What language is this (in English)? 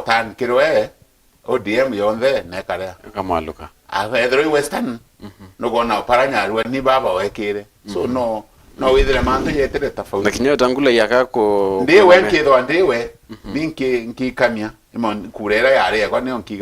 Meru